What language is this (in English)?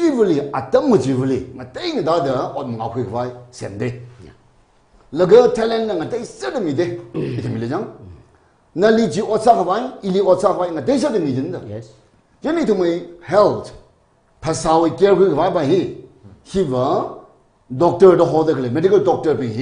Tangkhul Naga (India)